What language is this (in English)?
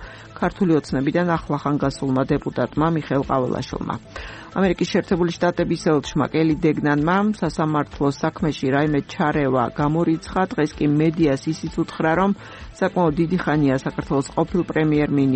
Georgian